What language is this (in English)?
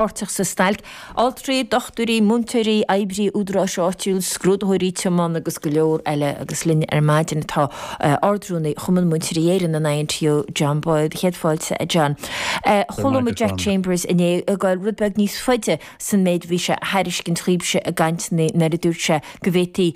Irish